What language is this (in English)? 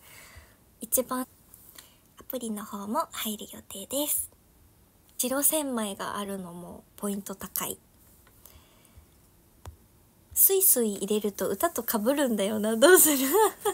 Japanese